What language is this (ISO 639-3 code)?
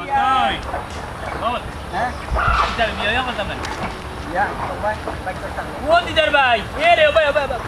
syl